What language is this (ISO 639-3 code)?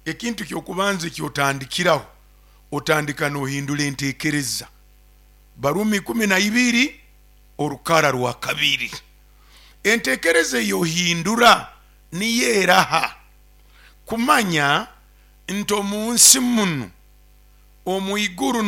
nyo